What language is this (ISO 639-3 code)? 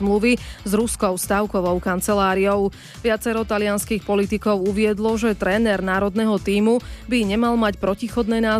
slk